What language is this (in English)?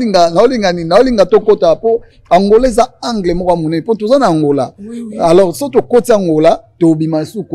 Lingala